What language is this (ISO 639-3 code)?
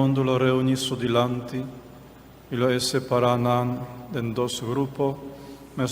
pap